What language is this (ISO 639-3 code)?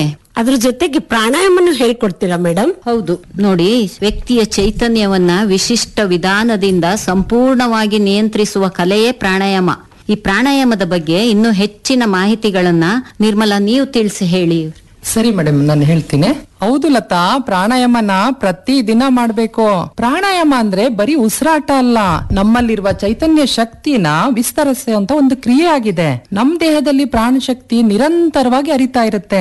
kan